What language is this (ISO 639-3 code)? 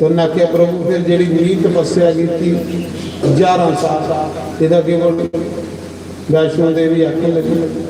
doi